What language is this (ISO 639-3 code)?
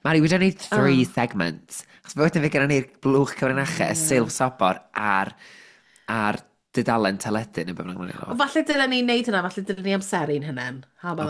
cym